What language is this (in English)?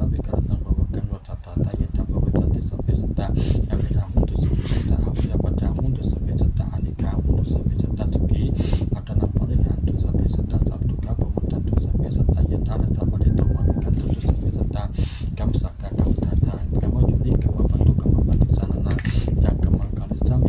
Pali